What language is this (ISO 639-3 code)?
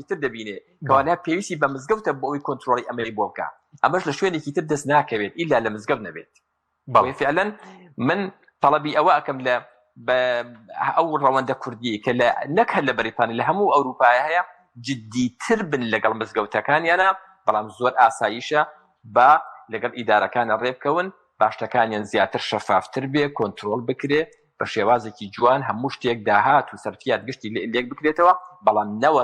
ckb